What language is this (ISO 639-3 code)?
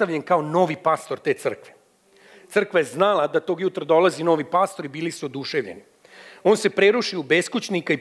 srp